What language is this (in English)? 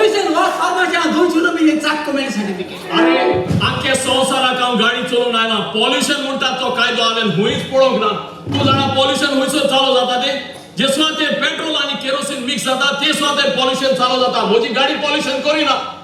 Konkani